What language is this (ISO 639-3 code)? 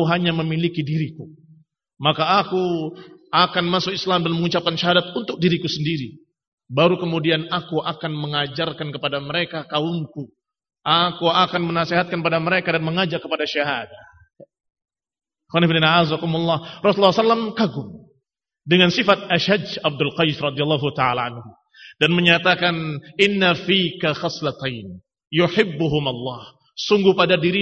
ind